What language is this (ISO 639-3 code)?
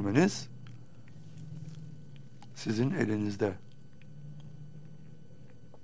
tur